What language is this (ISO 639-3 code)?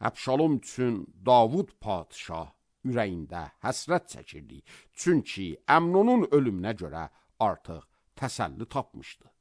aze